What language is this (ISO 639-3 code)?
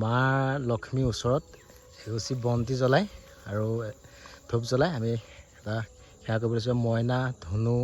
asm